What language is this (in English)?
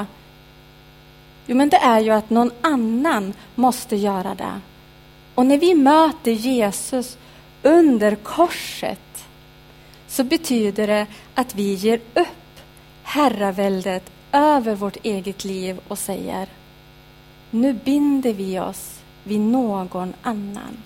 Swedish